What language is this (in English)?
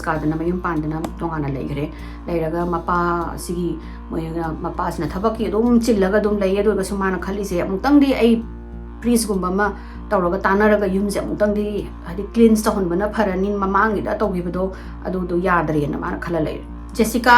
Manipuri